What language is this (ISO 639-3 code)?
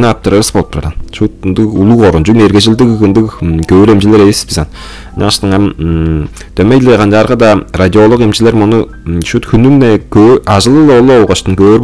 tyv